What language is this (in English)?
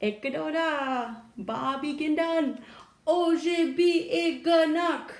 Chippewa